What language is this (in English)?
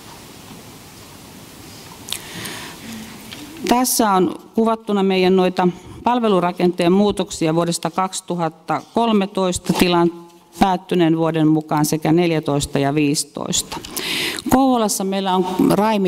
Finnish